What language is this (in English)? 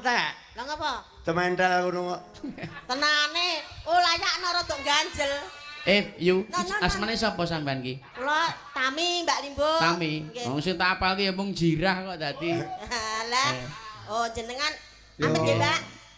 Javanese